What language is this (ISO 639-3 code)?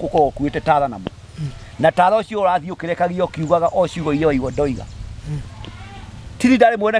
kik